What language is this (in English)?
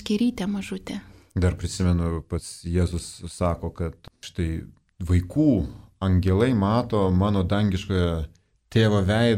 Lithuanian